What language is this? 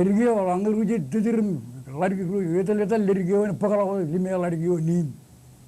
Marshallese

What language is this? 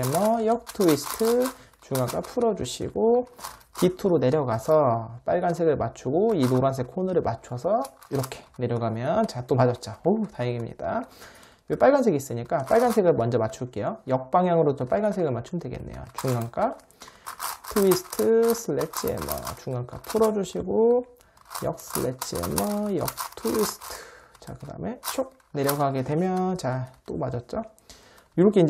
Korean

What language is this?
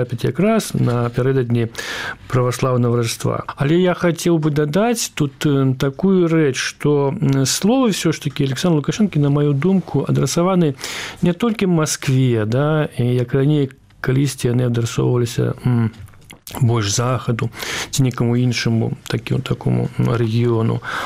Belarusian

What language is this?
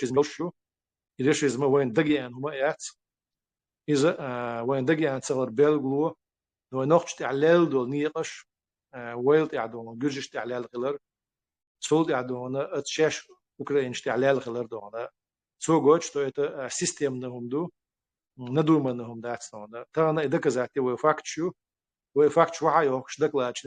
Chechen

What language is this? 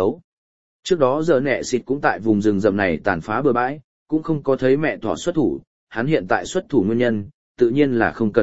Vietnamese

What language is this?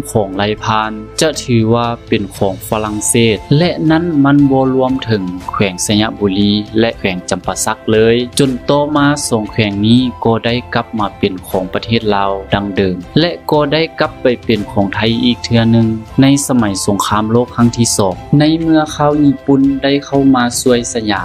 Lao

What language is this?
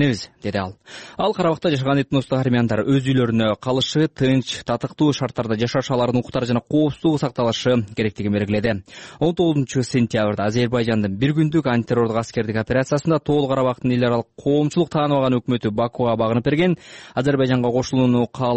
Kyrgyz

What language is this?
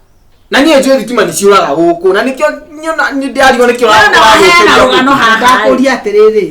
Kikuyu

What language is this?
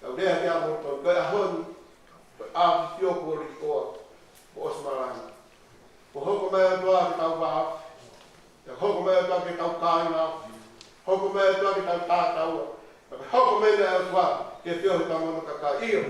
Tongan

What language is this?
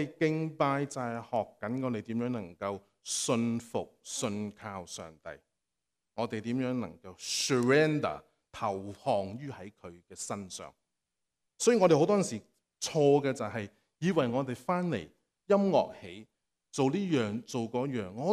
Cantonese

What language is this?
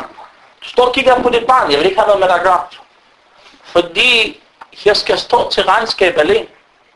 Danish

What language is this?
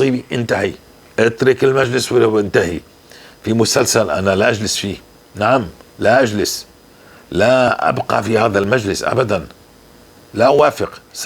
North Levantine Arabic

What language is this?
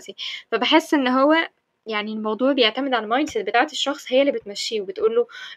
Egyptian Arabic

